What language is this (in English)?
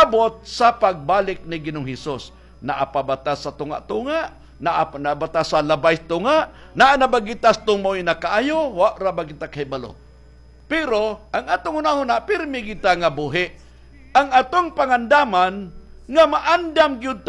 Cebuano